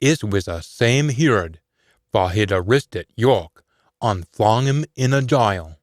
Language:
Scots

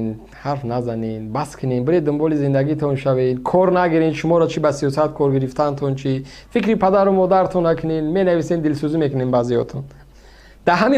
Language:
Tajik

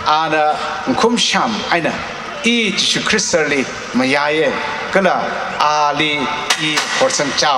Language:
Tangkhul Naga (India)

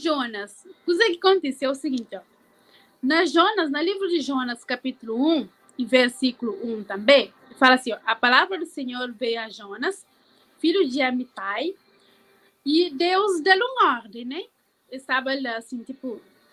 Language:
Kabuverdianu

